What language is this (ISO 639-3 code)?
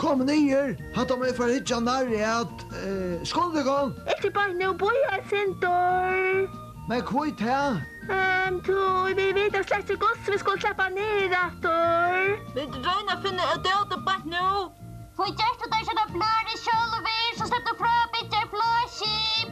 fao